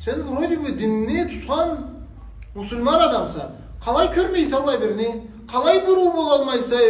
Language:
Karachay-Balkar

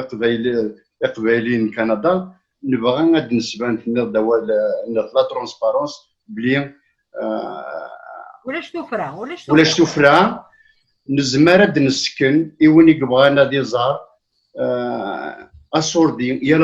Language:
Kabyle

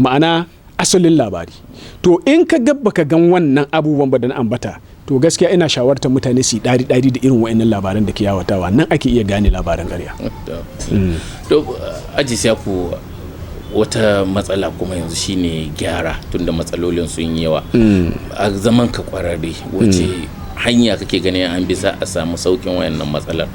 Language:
Hausa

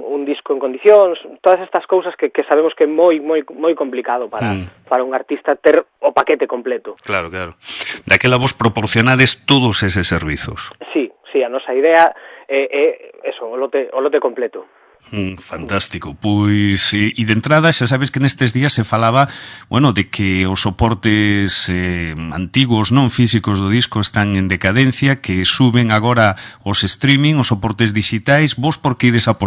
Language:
Galician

